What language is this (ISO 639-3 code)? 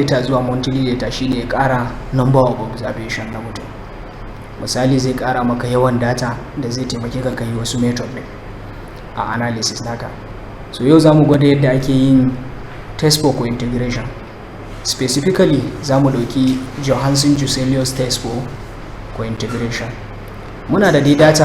hau